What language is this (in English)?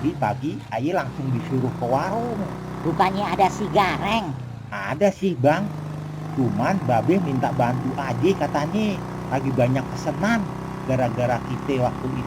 Betawi